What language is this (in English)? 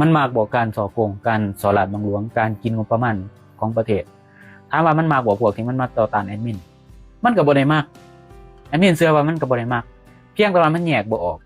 Lao